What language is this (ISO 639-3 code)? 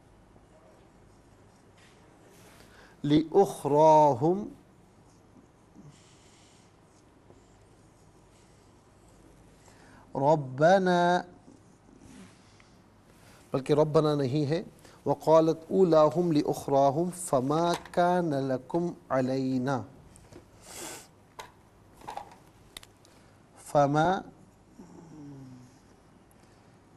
urd